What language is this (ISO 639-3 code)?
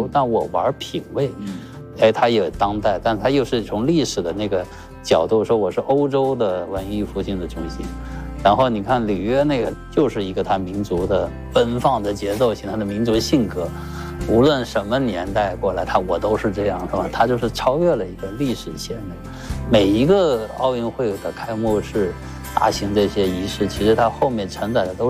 zho